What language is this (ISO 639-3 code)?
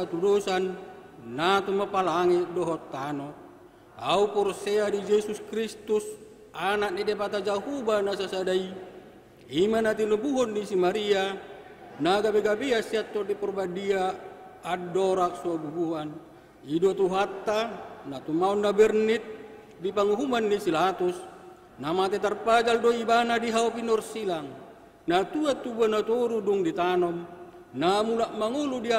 bbc